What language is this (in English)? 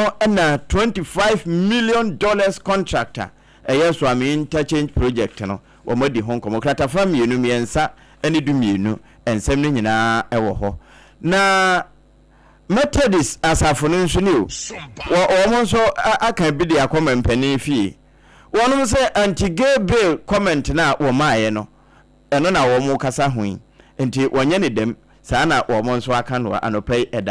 Akan